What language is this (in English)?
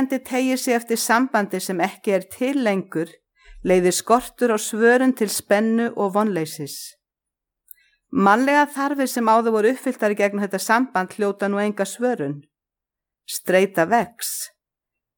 Icelandic